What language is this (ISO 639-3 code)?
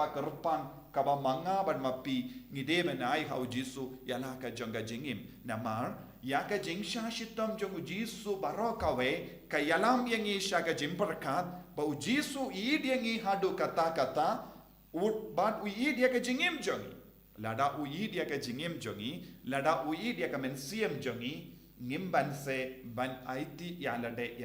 kha